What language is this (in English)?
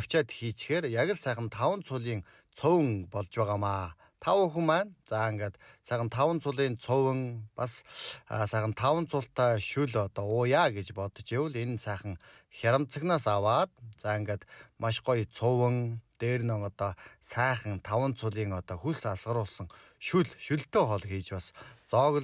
Mongolian